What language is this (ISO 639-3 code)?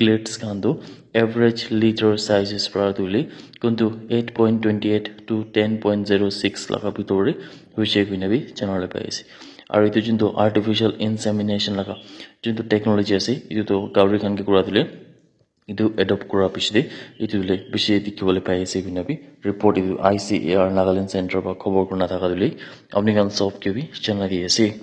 nag